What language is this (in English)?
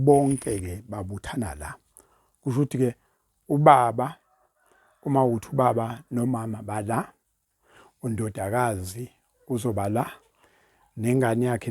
Zulu